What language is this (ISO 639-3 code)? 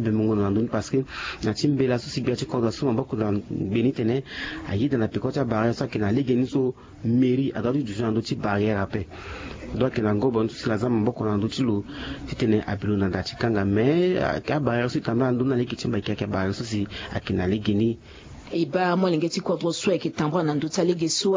sag